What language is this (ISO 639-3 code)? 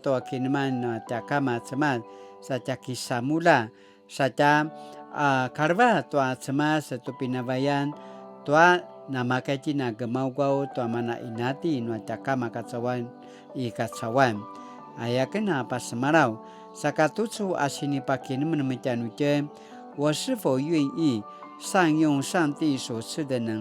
pwn